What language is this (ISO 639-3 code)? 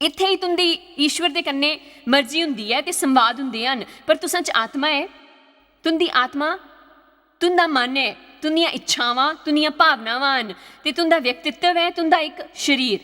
doi